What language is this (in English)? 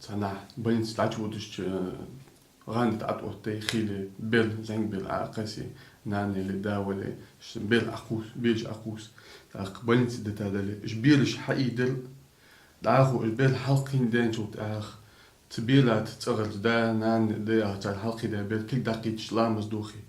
Ingush